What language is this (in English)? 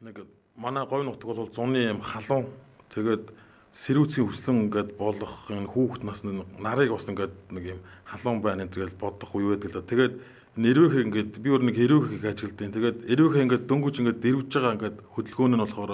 Mongolian